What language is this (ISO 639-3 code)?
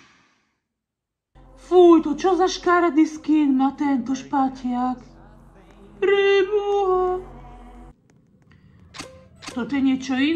slk